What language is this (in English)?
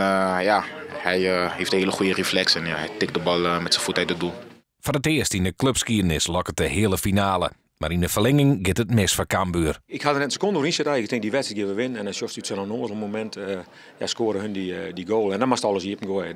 Western Frisian